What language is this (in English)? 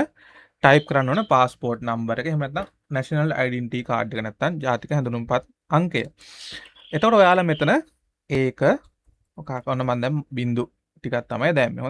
Sinhala